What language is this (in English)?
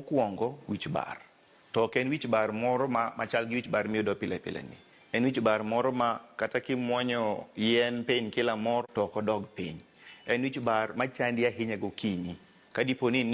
Luo (Kenya and Tanzania)